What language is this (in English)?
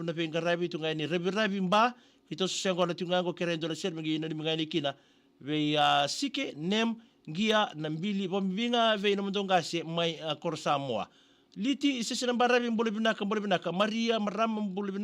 Fijian